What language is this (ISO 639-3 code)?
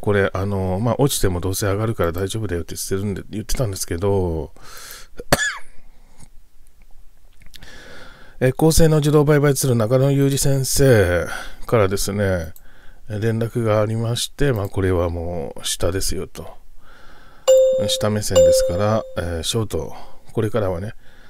jpn